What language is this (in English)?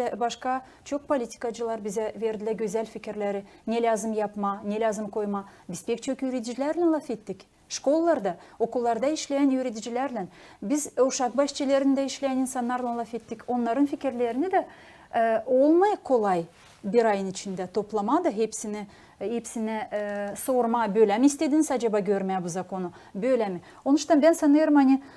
Gagauz